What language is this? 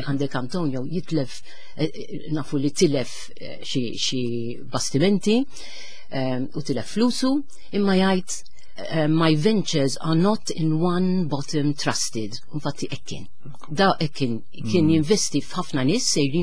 Maltese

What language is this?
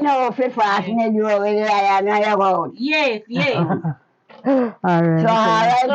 Jamaican Creole English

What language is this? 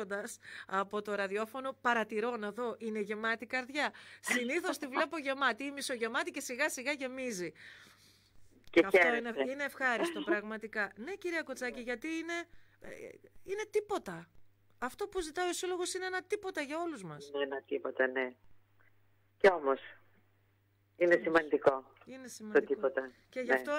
Greek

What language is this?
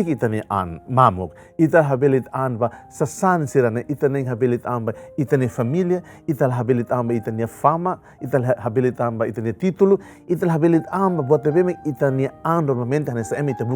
Tetum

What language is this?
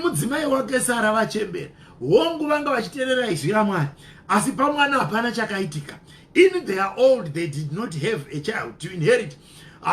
Shona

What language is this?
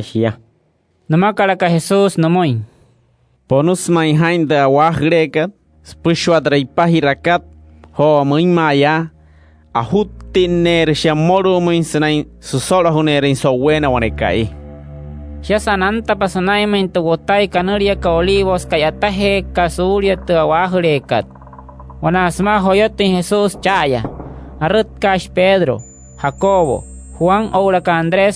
Wayuu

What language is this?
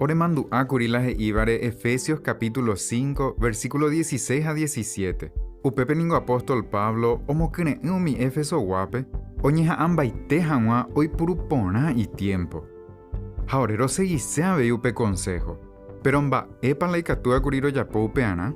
Guarani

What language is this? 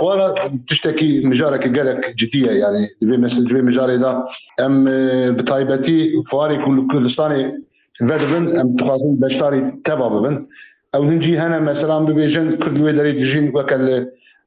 Kurdish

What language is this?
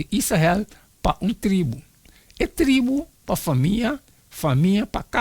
Papiamento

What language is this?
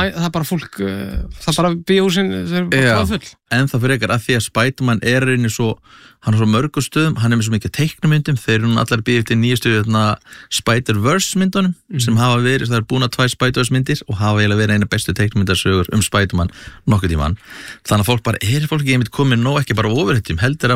Icelandic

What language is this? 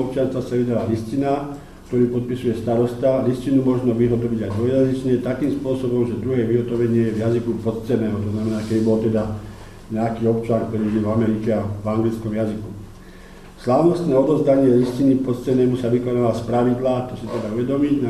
Slovak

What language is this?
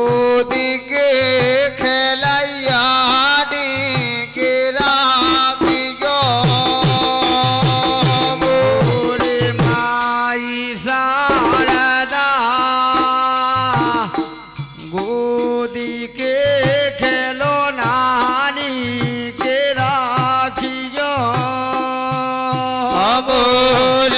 Bundeli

